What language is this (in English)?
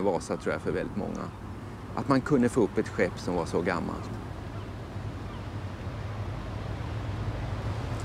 Swedish